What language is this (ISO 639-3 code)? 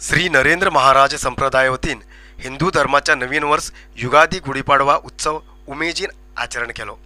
kok